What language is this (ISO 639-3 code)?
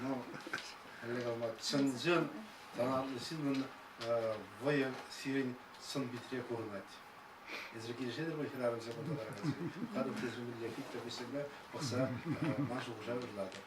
chv